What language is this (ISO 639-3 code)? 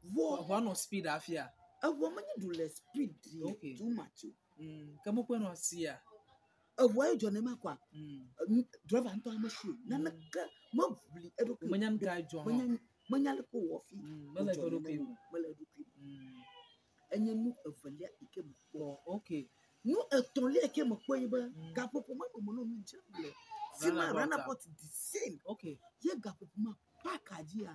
ewe